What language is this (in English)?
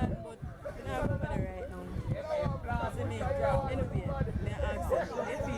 Jamaican Creole English